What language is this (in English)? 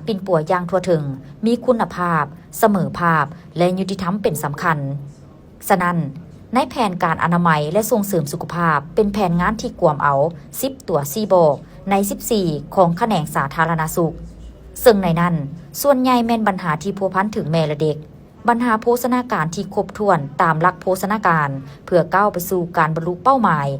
Lao